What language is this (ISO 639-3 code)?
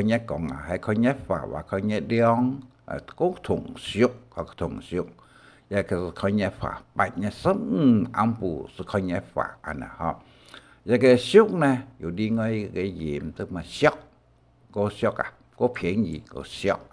hak